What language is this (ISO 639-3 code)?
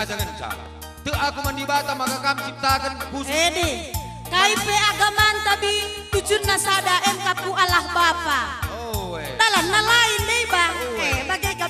btx